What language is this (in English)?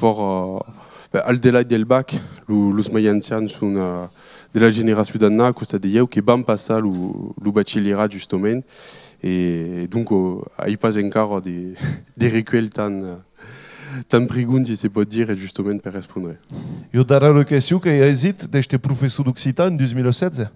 Occitan